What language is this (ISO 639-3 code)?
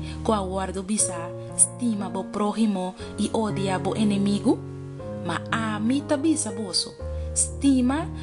pap